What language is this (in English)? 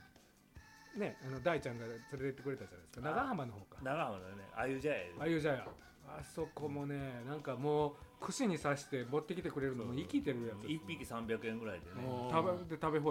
Japanese